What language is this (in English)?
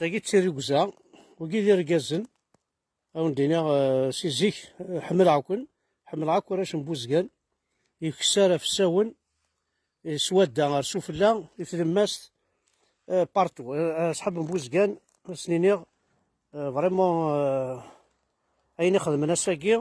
Kabyle